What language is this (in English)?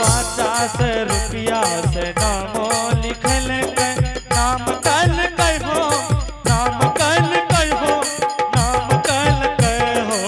Angika